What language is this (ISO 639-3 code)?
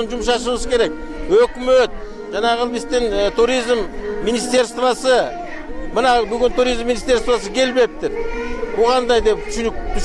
kir